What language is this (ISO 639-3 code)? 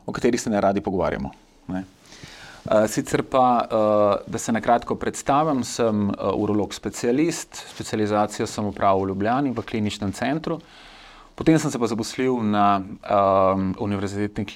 slv